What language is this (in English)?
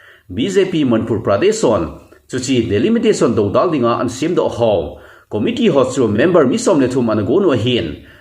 Thado Chin